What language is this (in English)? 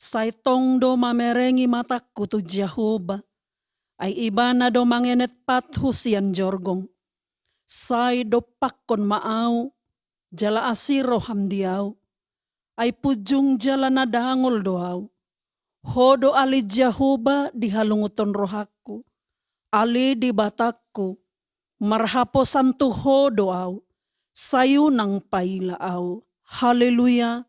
Batak Toba